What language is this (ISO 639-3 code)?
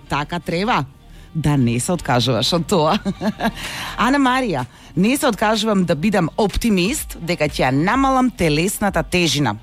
mkd